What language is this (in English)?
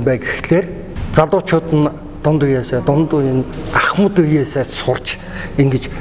Mongolian